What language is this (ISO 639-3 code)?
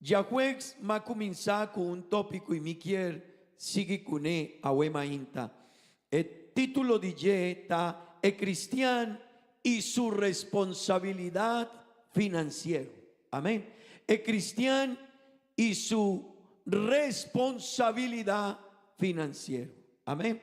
pap